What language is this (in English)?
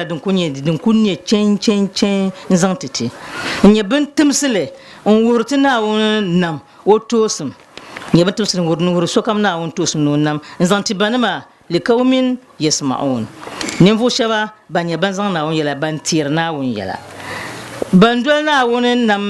Dagbani